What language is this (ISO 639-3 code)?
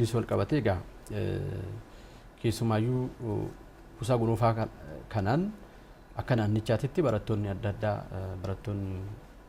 orm